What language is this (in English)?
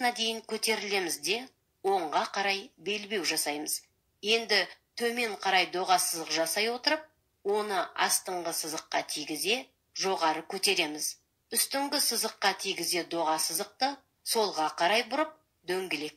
Kazakh